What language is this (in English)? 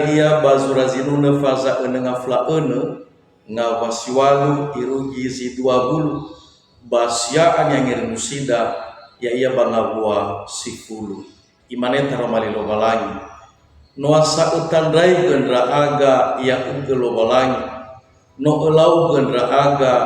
Nias